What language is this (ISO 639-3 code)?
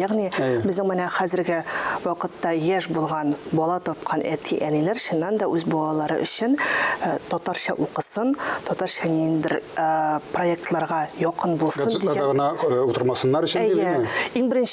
tat